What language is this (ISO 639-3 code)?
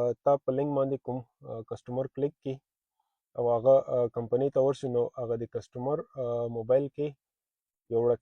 pus